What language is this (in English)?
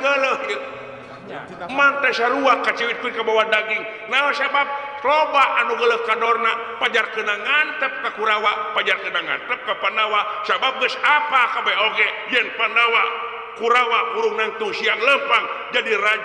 Sundanese